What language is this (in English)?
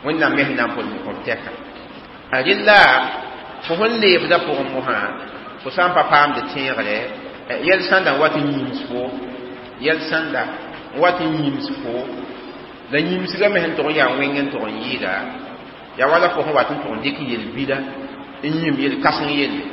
Mossi